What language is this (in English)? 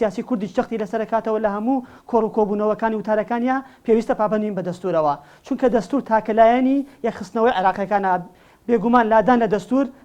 Central Kurdish